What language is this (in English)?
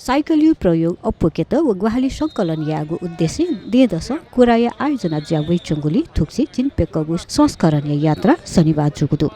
Newari